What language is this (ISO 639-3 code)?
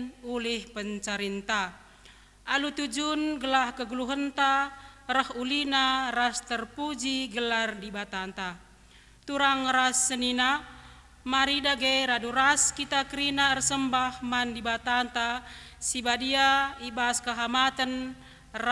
btx